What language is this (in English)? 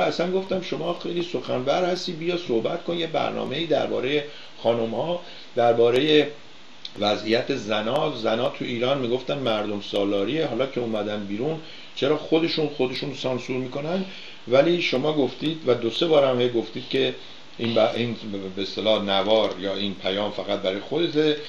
Persian